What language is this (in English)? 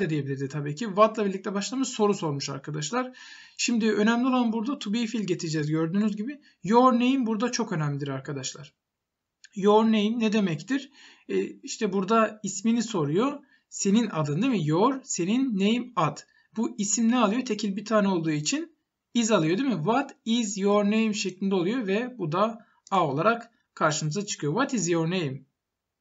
Turkish